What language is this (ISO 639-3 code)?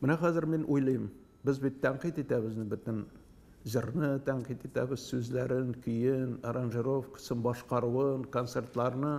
tat